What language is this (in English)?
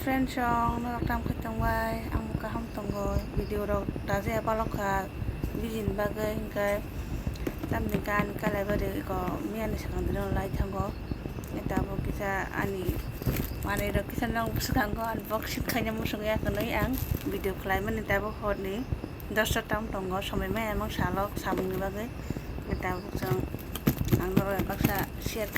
Kok Borok